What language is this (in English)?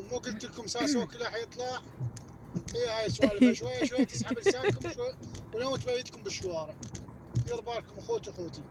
Mesopotamian Arabic